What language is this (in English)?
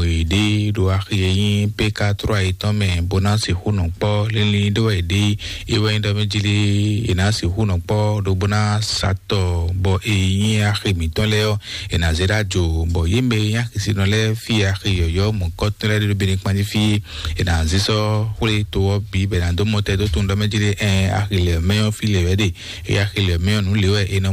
Fon